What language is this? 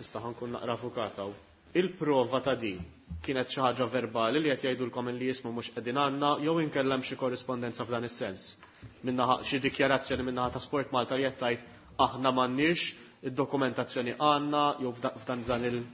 Maltese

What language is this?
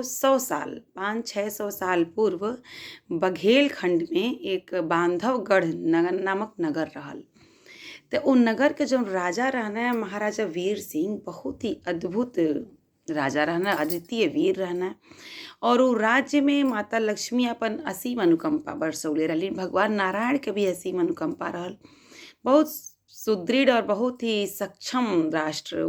Bhojpuri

